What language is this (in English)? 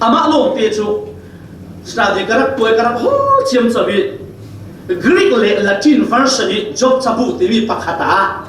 Falam Chin